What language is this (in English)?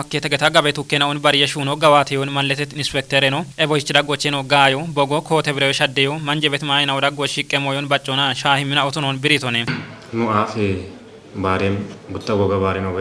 Kafa